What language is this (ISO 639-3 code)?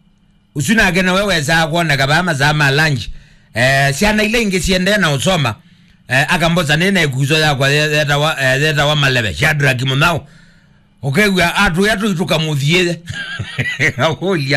kam